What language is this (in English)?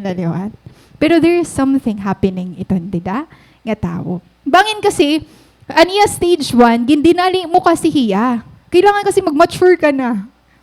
Waray